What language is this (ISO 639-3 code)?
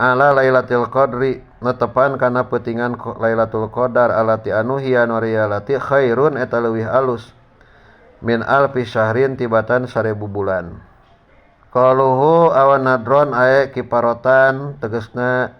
sun